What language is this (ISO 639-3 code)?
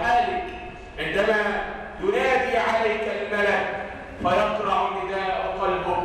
ara